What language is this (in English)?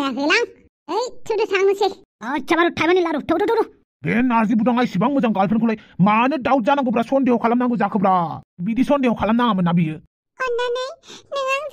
Bodo